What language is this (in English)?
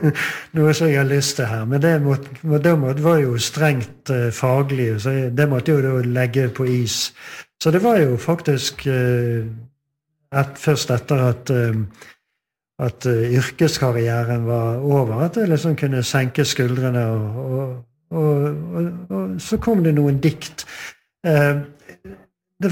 Norwegian